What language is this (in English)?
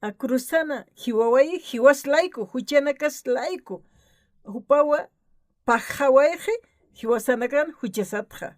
Aymara